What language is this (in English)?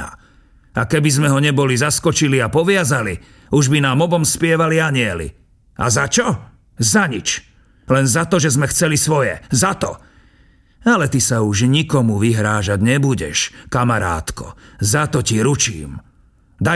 Slovak